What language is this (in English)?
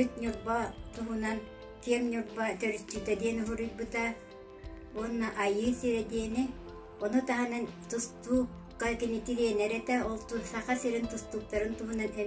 Yakut